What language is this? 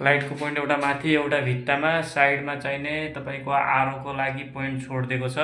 Nepali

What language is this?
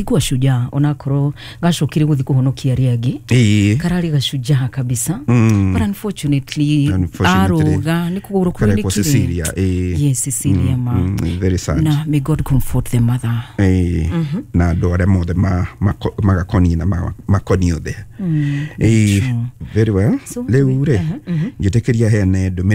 Kikuyu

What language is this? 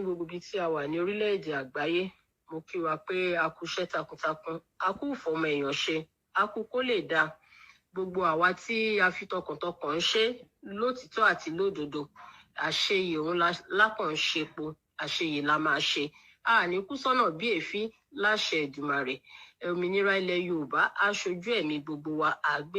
Yoruba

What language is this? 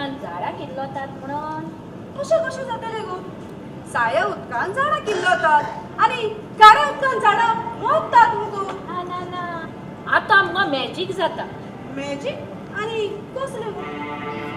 Konkani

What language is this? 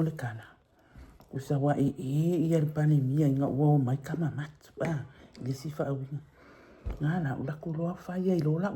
Samoan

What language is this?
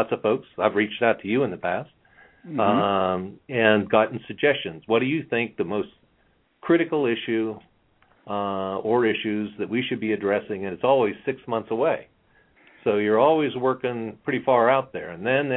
English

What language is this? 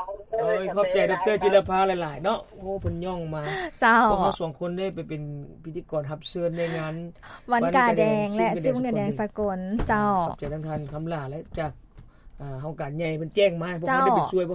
Lao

